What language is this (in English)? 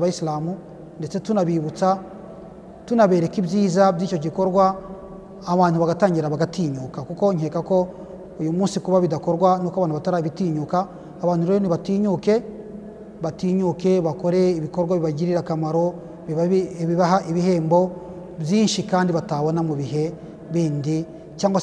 Kinyarwanda